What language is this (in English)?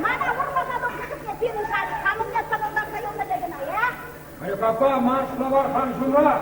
Chuvash